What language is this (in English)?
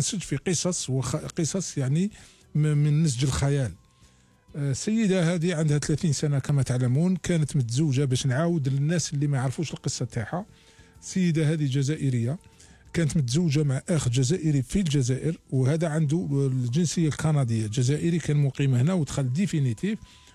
Algerian Arabic